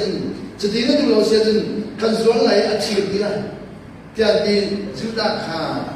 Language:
Hakha Chin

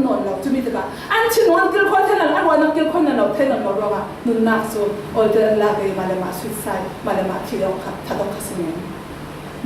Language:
Falam Chin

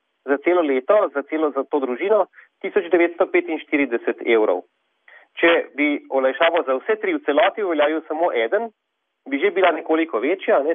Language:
Slovenian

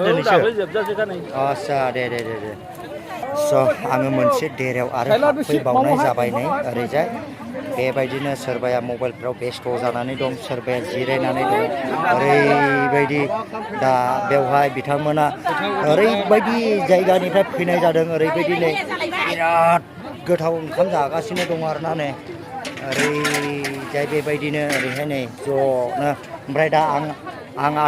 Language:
Bodo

